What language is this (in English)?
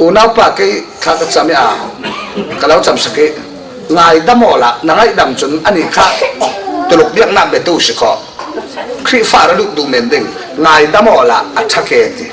Falam Chin